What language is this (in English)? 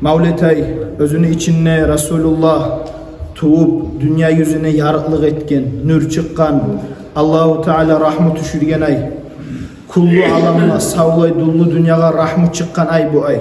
Kumyk